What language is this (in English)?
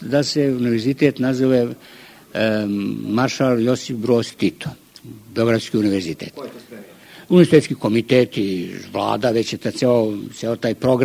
Serbian